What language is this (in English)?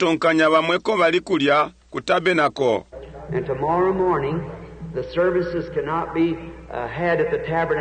Bemba